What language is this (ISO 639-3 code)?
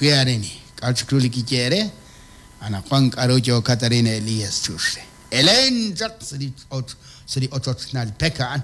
kek